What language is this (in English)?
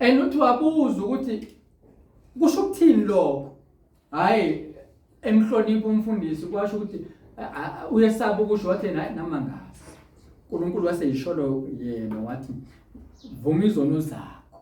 Zulu